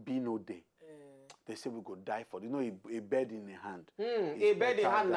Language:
Nigerian Pidgin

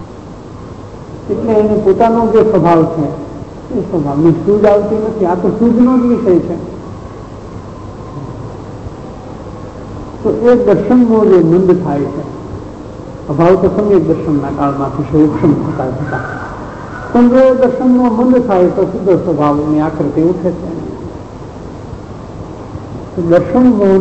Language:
Gujarati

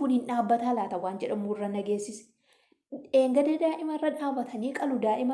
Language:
Oromo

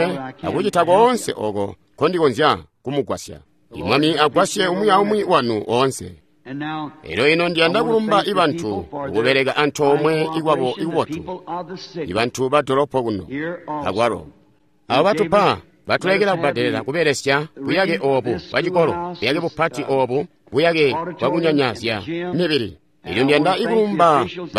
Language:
Tonga (Zambia)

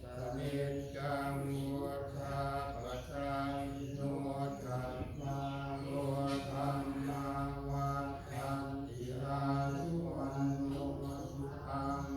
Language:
Pali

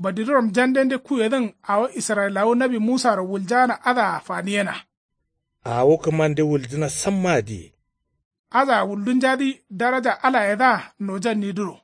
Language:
Kanuri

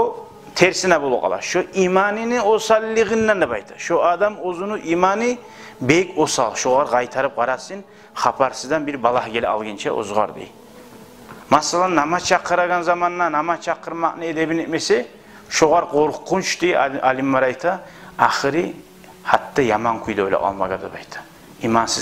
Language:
Kumyk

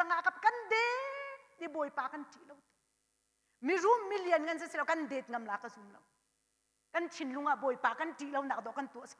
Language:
Hakha Chin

